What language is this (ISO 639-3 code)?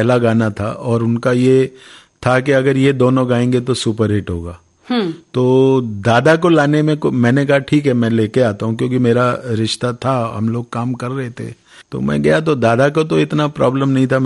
hin